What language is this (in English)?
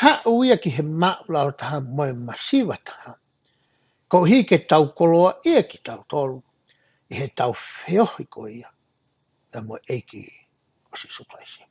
Tongan